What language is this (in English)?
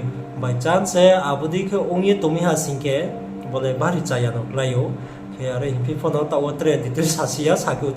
Riang (India)